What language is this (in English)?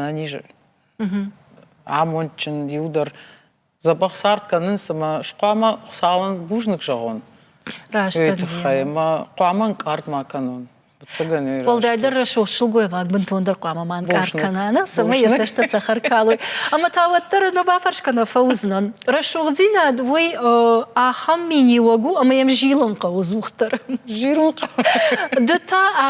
Ossetic